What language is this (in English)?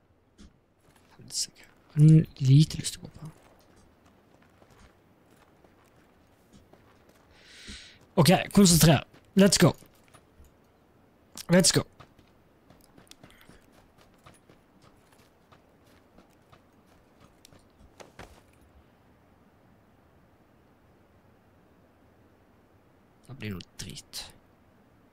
Norwegian